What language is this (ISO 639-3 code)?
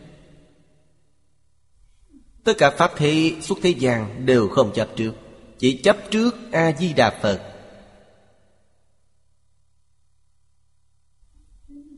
vie